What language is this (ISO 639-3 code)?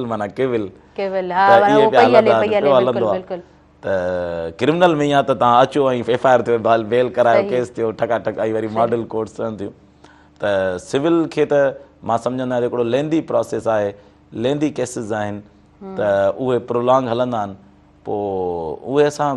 snd